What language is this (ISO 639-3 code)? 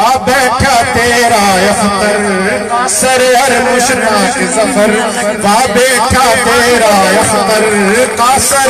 bgc